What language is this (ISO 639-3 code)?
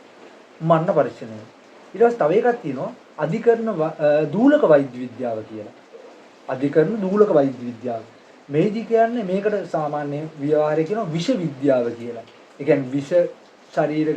sin